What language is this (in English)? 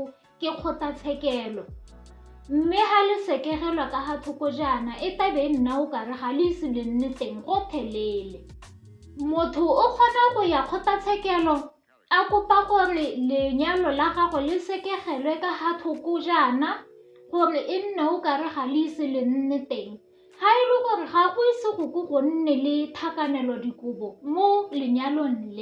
Tswana